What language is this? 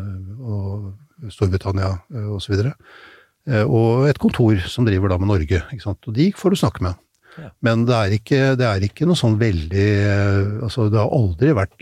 Norwegian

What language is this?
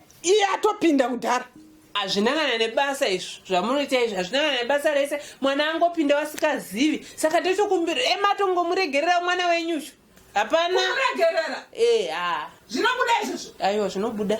Shona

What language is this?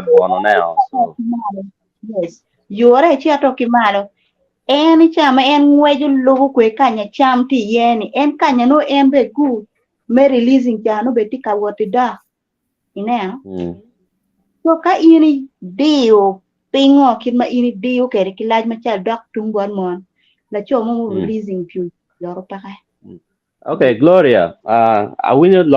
Acoli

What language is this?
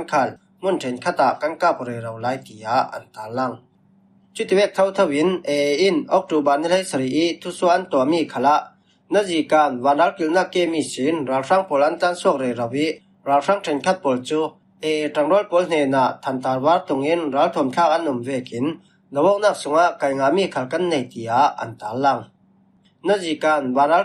Falam Chin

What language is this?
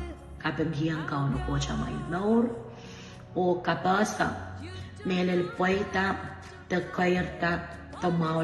Pohnpeian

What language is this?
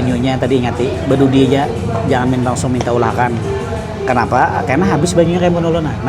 Banjar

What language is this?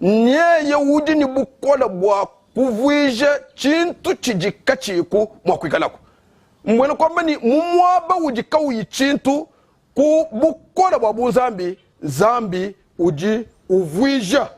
Luba-Lulua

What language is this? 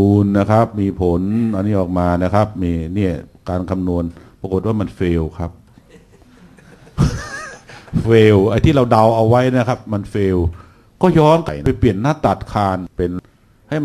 Thai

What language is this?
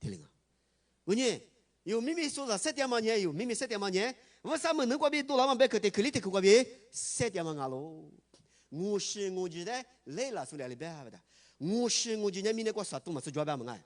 Lisu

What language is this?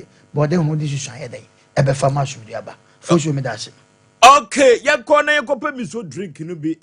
Akan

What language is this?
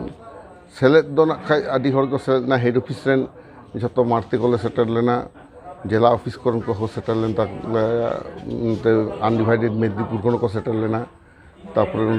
Santali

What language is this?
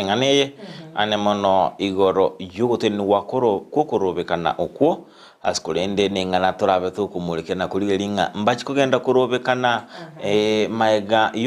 Gusii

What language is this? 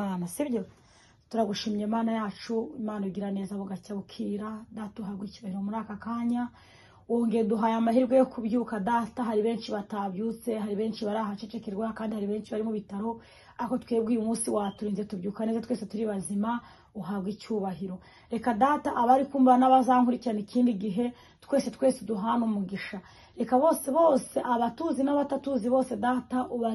Kinyarwanda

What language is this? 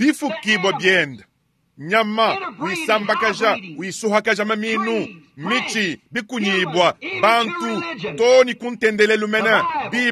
Luba-Lulua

